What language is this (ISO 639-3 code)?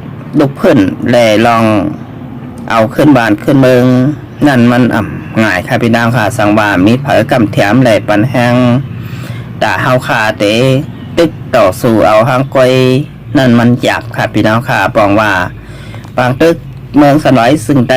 shn